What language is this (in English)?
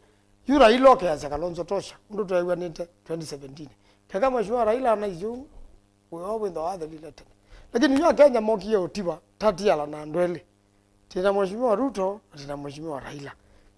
Kamba